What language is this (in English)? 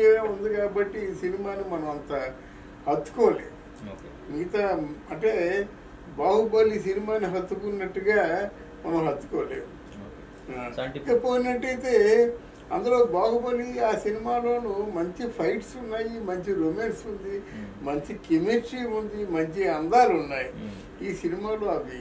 Telugu